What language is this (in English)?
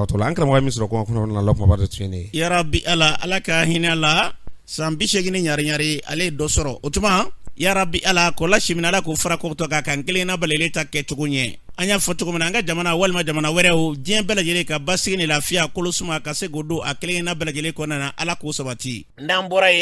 Bambara